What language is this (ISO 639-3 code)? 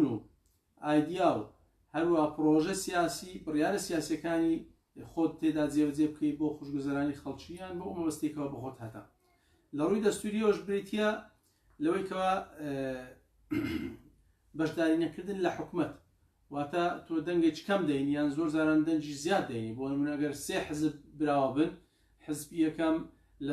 ckb